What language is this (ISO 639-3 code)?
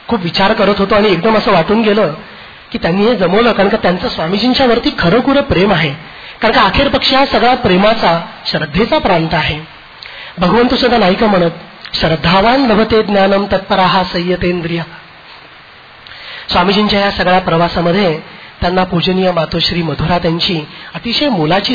mar